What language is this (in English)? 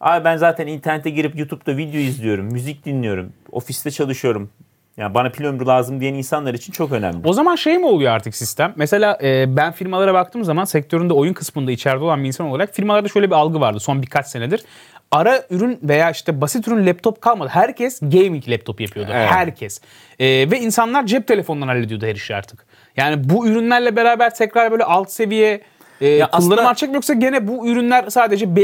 Turkish